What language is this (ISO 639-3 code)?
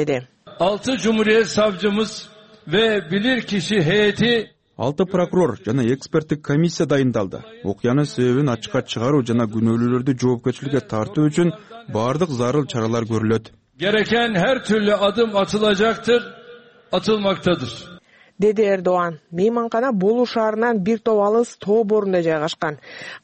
kir